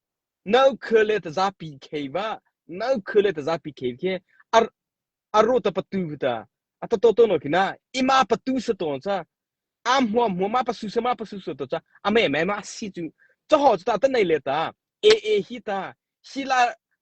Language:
Mara Chin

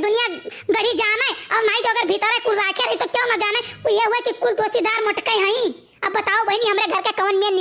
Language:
Awadhi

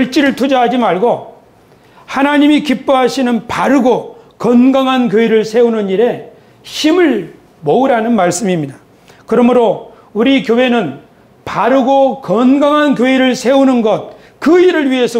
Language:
Korean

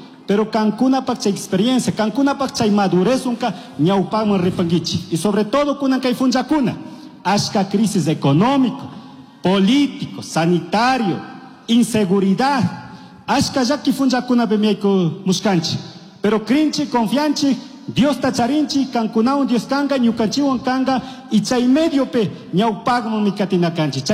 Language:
Chimborazo Highland Quichua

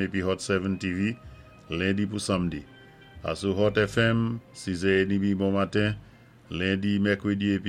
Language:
Saint Lucian Creole French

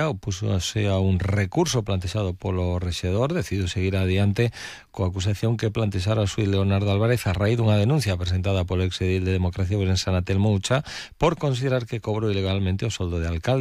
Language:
Galician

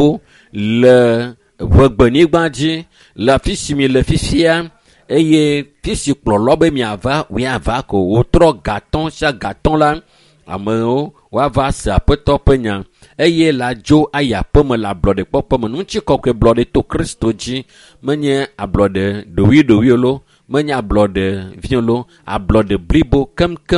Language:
Ewe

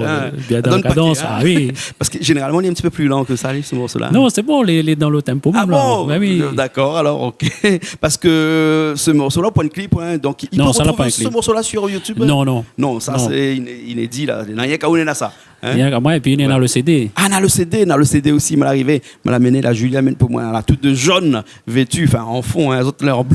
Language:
Réunion Creole French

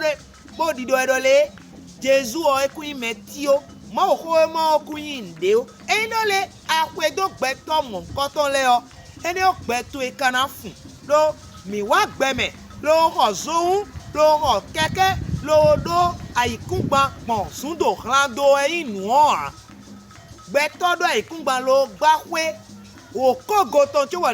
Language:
Fon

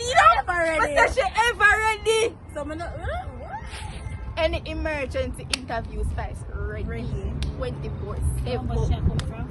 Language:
Jamaican Creole English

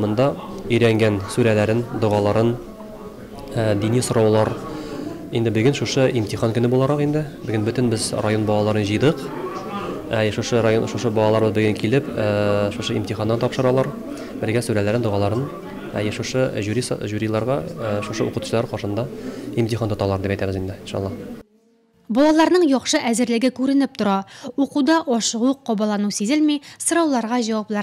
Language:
Tatar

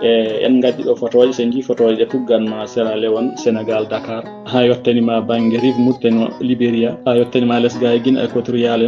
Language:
Fula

